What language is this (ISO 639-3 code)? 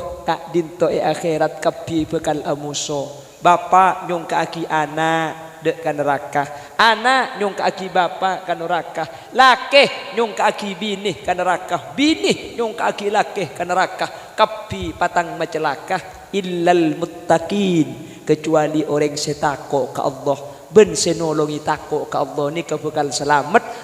mad